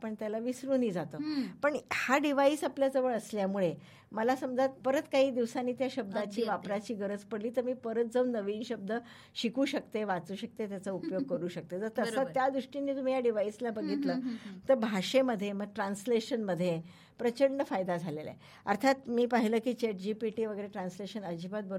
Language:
Marathi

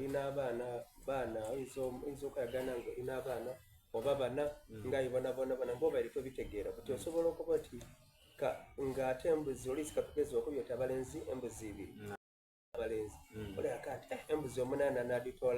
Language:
Soga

